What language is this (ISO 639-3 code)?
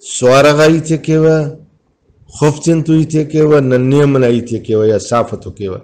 brh